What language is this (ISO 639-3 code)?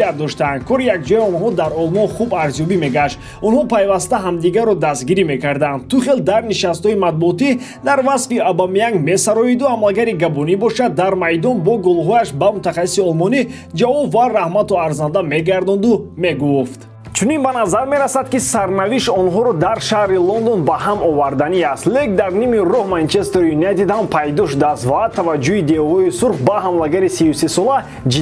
tgk